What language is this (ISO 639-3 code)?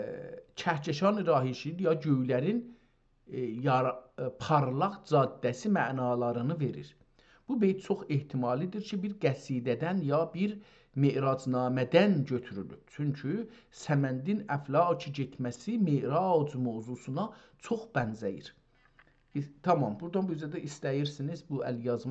azb